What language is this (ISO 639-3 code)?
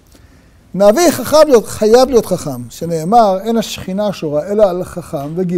heb